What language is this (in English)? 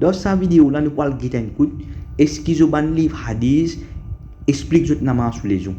Morisyen